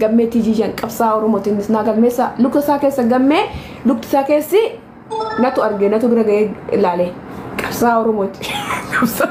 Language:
Oromo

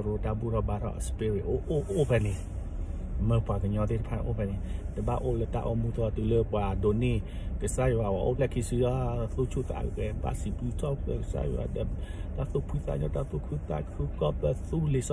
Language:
S'gaw Karen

